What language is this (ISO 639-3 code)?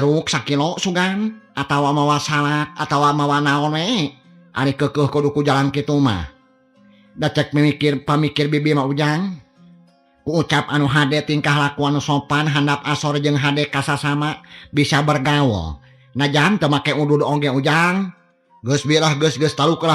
sun